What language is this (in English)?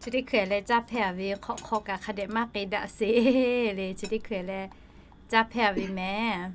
Lahu